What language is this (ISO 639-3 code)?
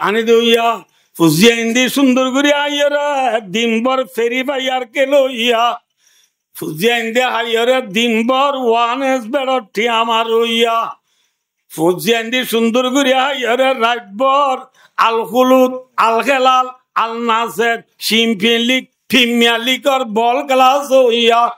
rhg